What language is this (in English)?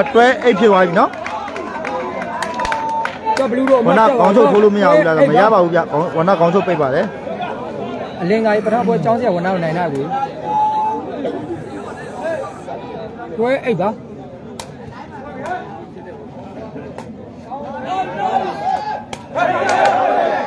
Burmese